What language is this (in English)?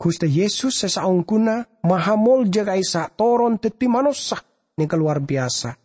Madurese